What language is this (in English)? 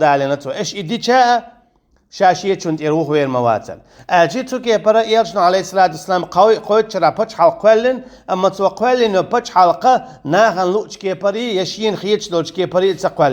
Chechen